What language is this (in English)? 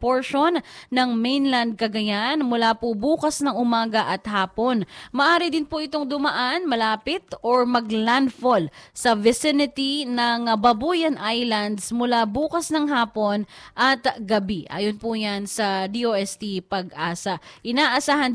Filipino